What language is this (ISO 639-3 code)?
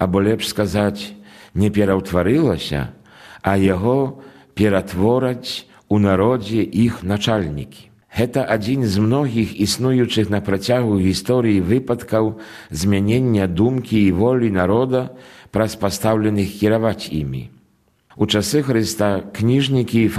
bel